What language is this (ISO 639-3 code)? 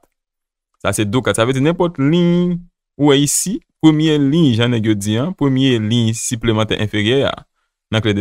hat